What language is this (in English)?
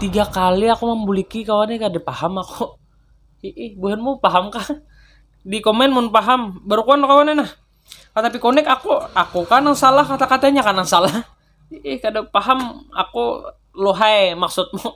Banjar